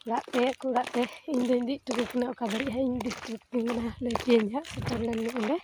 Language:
Santali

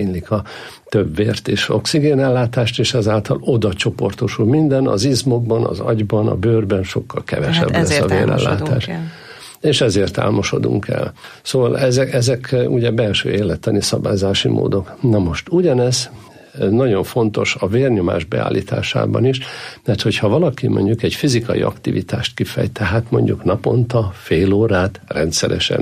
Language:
Hungarian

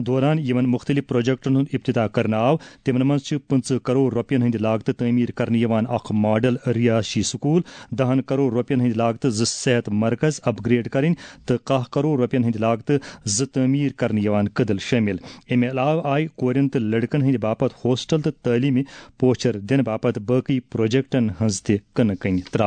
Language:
Kashmiri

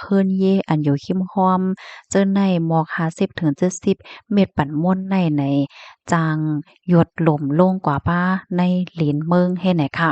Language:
Shan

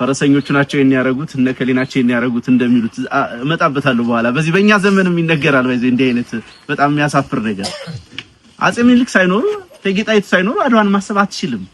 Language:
Amharic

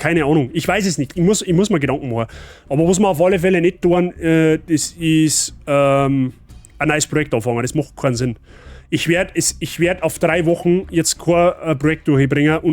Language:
Bavarian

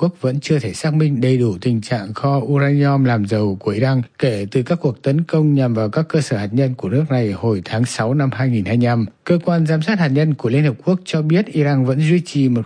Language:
Vietnamese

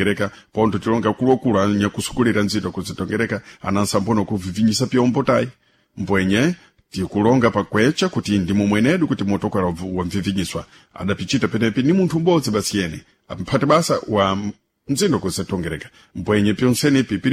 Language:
Sena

